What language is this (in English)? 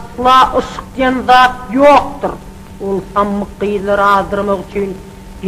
Turkmen